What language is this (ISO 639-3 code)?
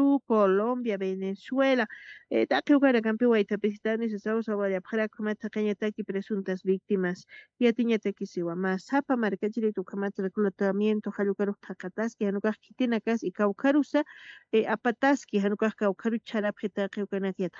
aym